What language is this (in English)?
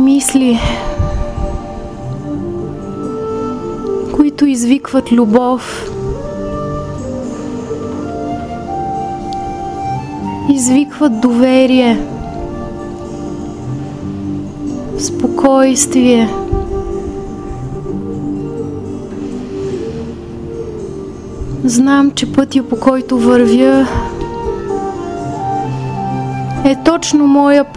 Bulgarian